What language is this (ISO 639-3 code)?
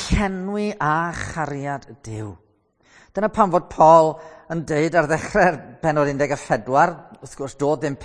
cym